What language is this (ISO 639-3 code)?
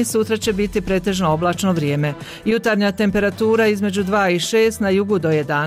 hrv